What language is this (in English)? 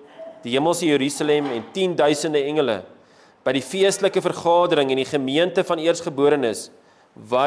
Afrikaans